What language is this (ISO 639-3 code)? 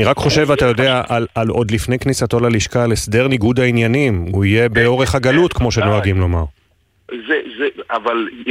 heb